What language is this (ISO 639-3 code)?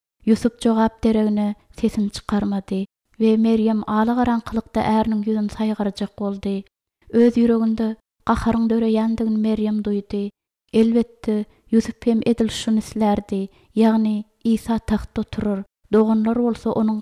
tuk